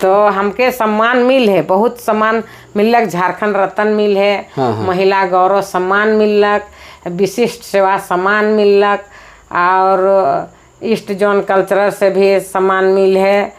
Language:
Sadri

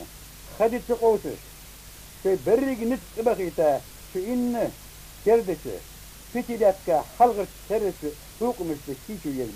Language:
Ingush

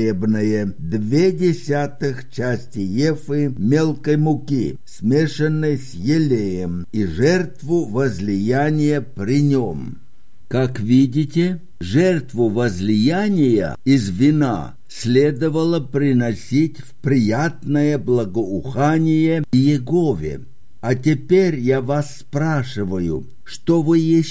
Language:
Russian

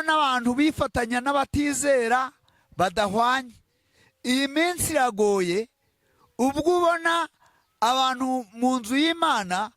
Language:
Kinyarwanda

